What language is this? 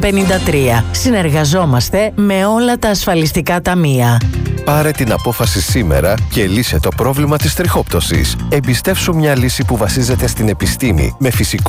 Greek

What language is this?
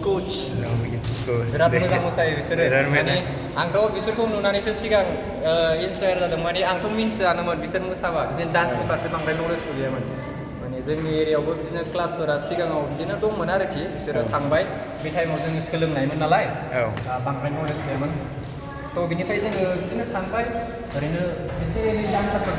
Bodo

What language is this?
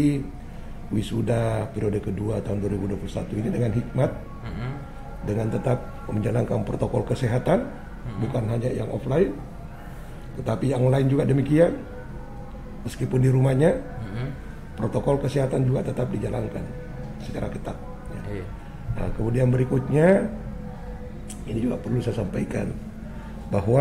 Indonesian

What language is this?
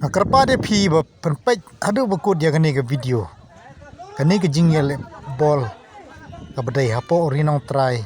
Khasi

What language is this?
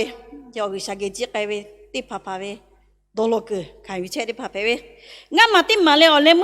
Lahu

